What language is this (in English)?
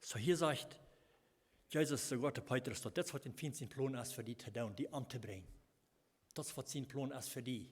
Plautdietsch